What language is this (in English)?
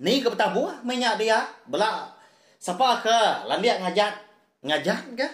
Iban